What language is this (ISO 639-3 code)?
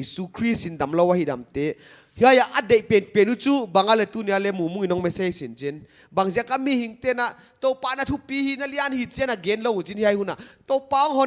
pck